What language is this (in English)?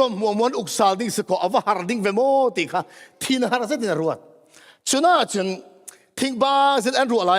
Falam Chin